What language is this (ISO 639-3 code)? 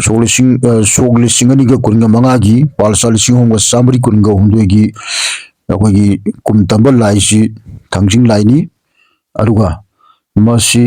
mni